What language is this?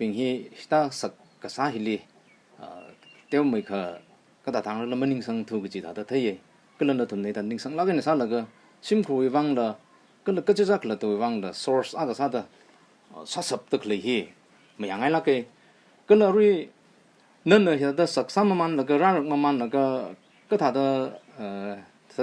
Tangkhul Naga (India)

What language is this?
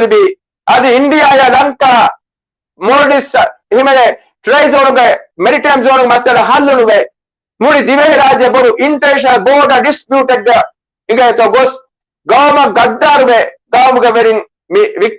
Divehi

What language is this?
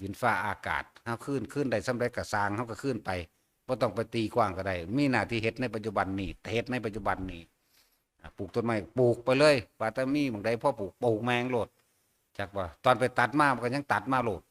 Northeastern Thai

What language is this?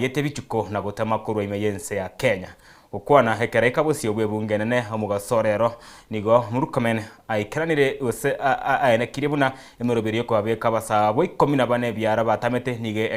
Gusii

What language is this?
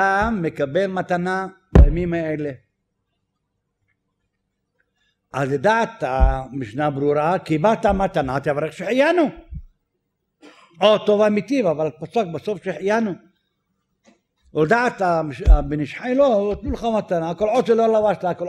Hebrew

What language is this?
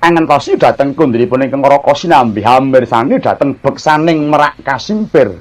Javanese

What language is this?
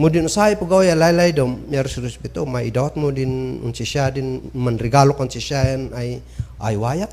Kankanaey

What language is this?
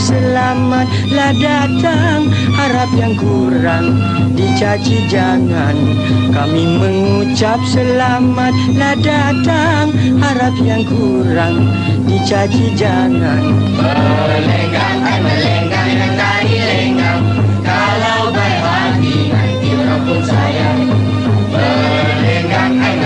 Malay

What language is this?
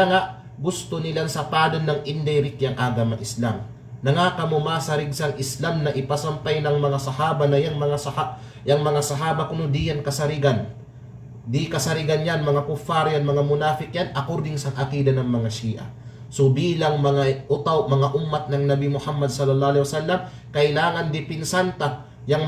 Kalagan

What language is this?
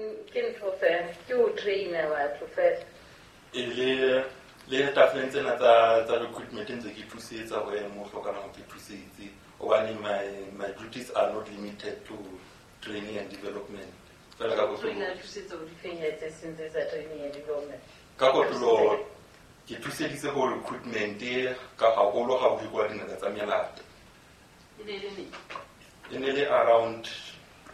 Southern Sotho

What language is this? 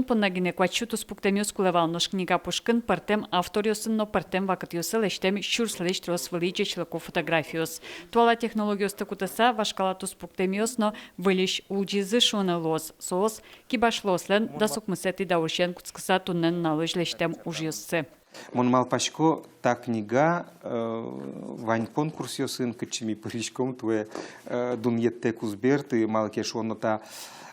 Udmurt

